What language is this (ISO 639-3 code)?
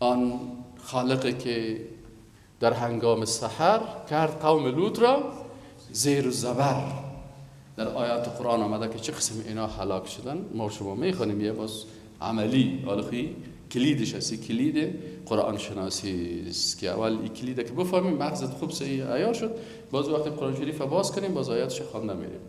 fas